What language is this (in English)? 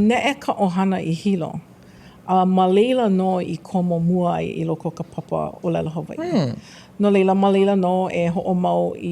Hawaiian